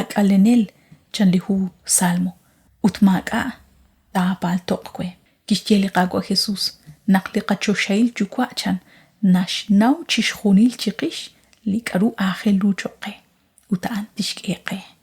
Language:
Kekchí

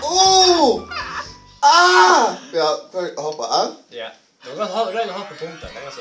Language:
Faroese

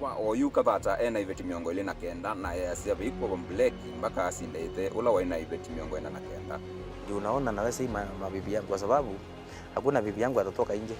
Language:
Kamba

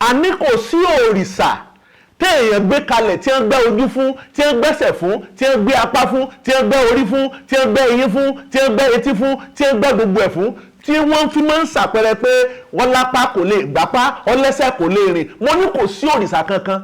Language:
Yoruba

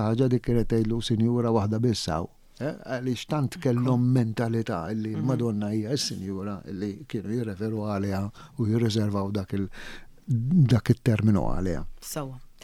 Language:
Maltese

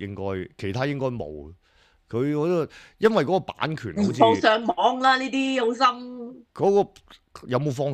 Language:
Cantonese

